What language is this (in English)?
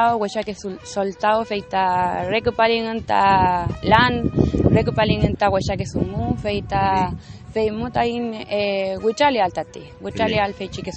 Mapuche